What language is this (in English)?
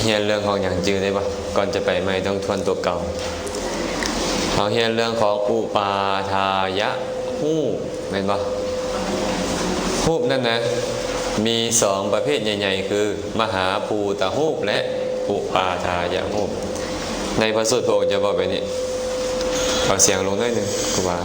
Lao